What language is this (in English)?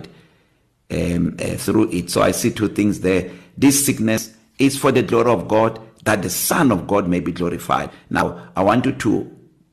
English